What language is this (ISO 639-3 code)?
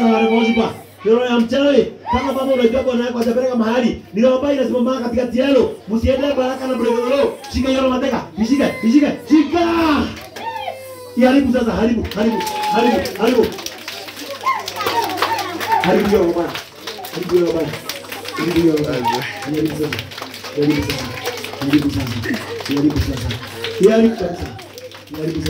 swa